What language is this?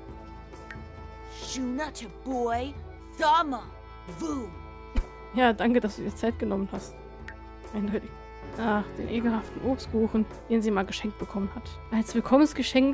German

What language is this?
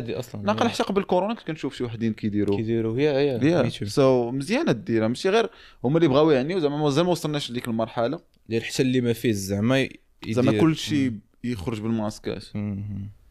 Moroccan Arabic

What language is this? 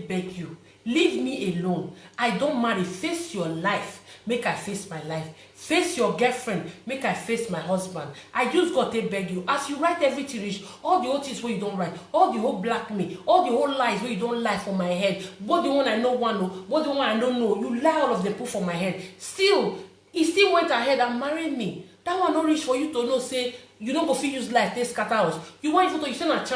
Nigerian Pidgin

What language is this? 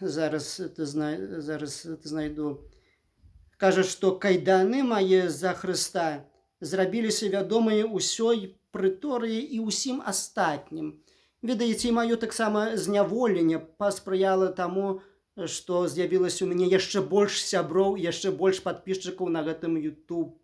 Belarusian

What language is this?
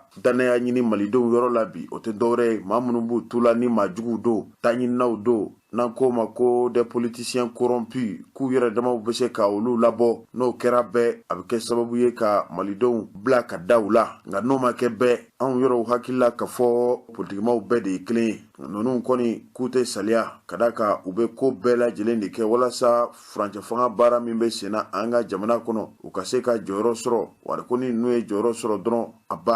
Bambara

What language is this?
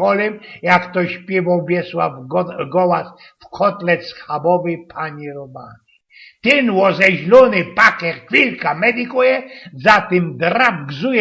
Silesian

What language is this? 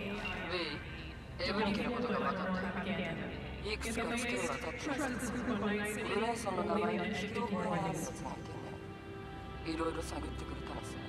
Japanese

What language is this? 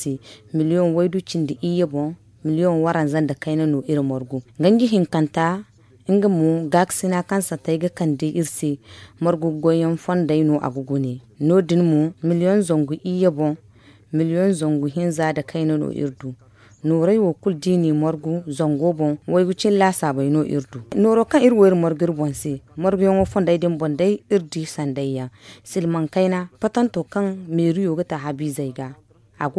Zarma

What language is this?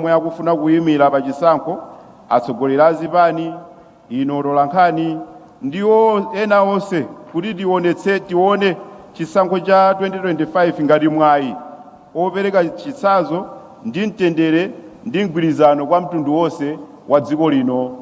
Nyanja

